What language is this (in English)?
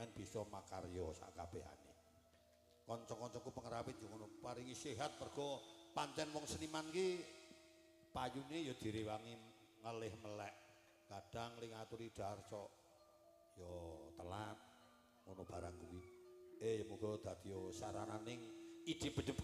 Javanese